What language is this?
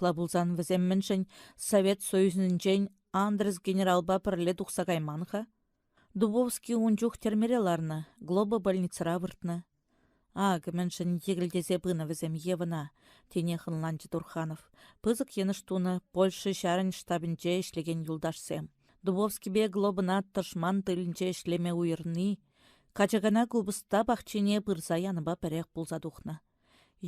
Chuvash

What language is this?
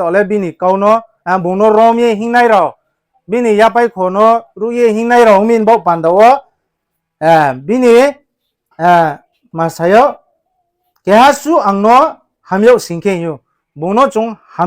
Riang (India)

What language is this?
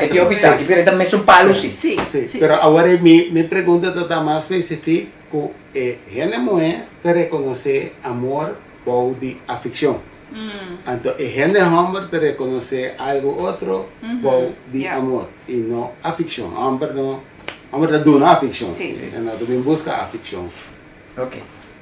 Papiamento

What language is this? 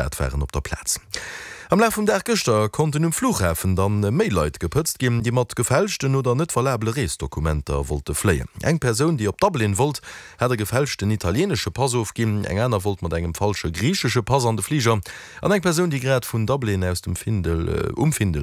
Luxembourgish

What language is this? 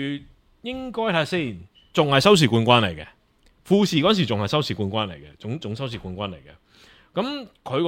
Cantonese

